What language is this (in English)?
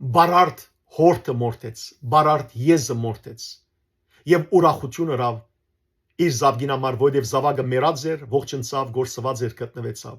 Western Armenian